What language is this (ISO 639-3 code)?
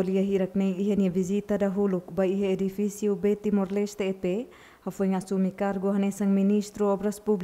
tet